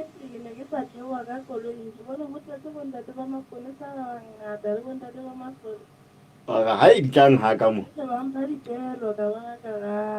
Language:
Southern Sotho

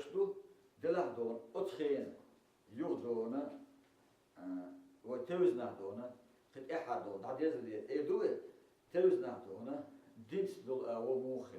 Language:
Chechen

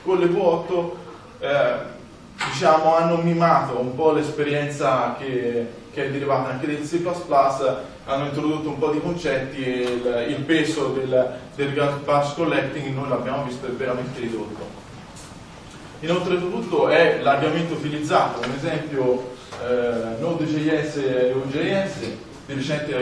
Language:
Italian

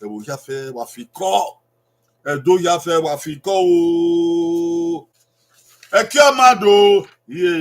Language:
Bini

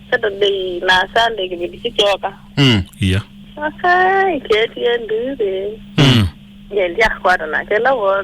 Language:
Kamba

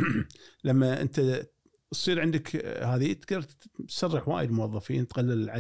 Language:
Gulf Arabic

